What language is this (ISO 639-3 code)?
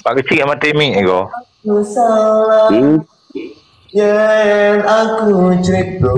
ace